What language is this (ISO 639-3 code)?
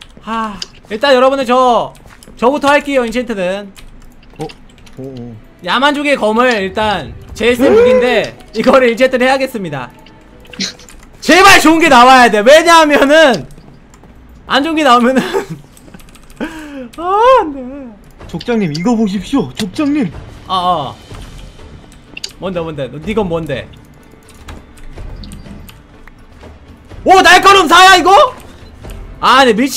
kor